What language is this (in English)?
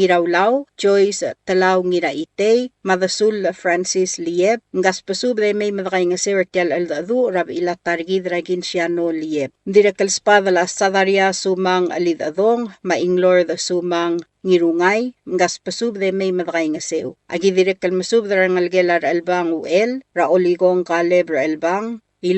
Palauan